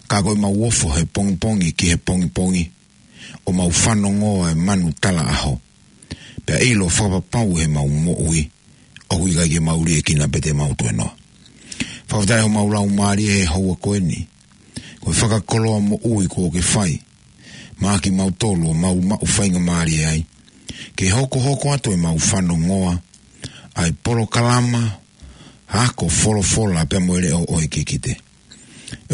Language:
Tongan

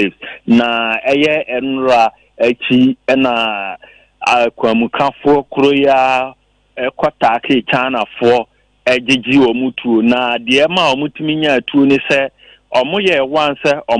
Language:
Akan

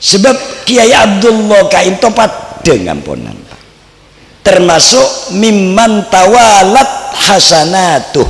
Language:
Madurese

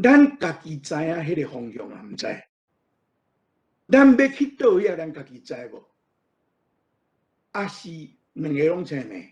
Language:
Min Nan Chinese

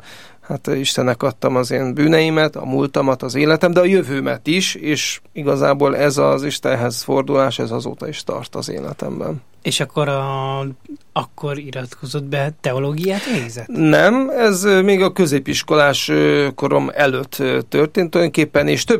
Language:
Hungarian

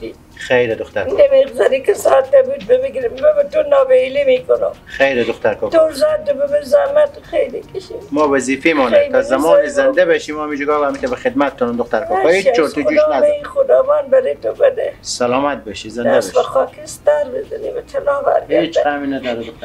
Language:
Persian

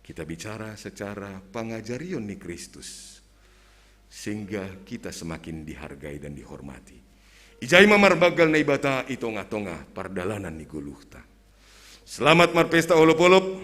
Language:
Batak Simalungun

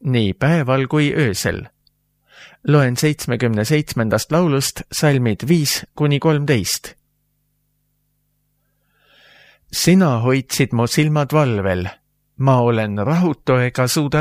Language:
Estonian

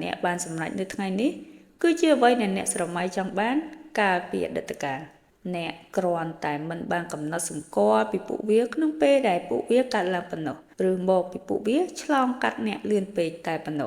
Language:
Khmer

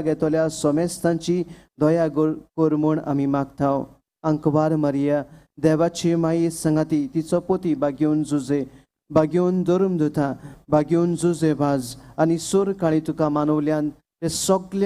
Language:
Konkani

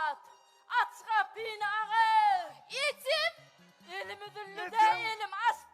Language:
Turkmen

